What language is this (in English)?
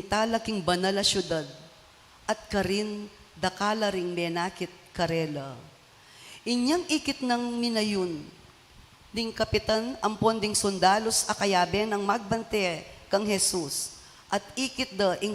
Pampanga